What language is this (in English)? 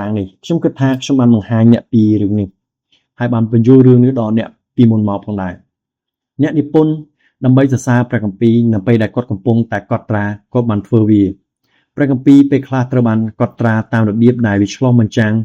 Khmer